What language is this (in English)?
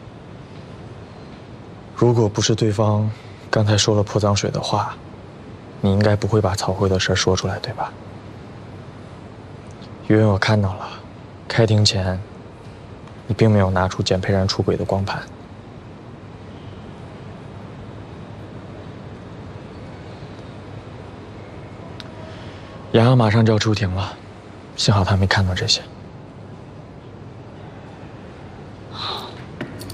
Chinese